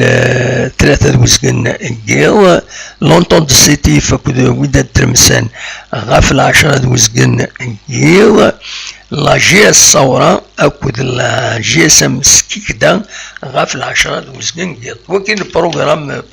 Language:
Kabyle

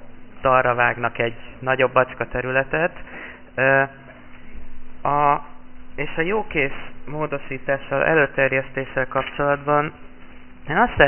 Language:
Hungarian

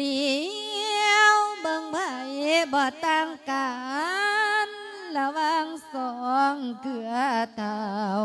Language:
Lao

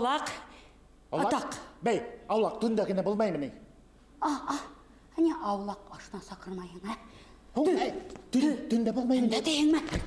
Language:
Bashkir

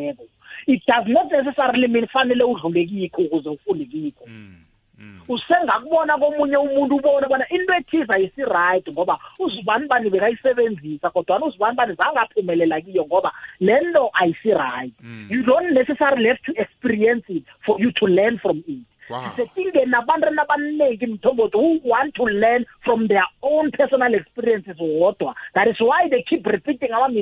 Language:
South Ndebele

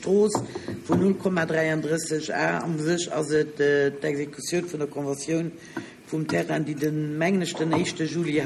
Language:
Luxembourgish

